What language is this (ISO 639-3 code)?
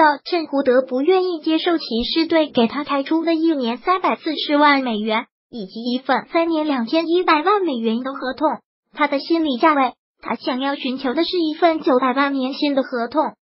zho